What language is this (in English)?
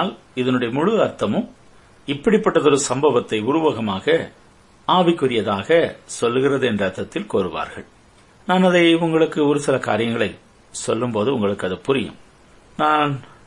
Tamil